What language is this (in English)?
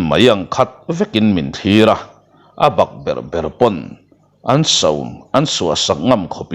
Mizo